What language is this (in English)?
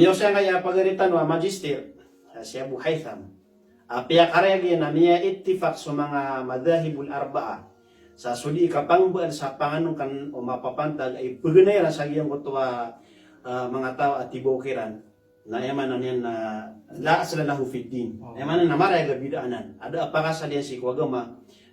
Maranao